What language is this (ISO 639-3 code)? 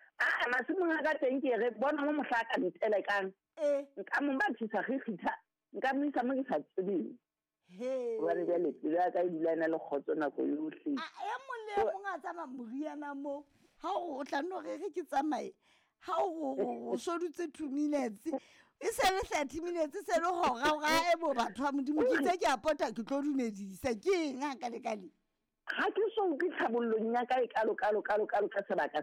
sot